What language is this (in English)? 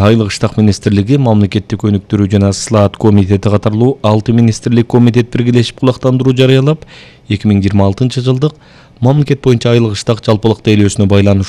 Kyrgyz